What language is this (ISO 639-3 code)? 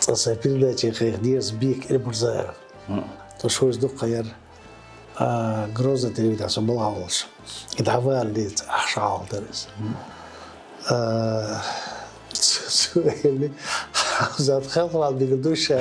che